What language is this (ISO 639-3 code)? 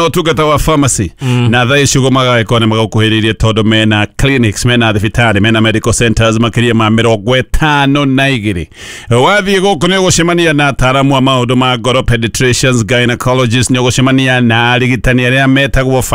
kik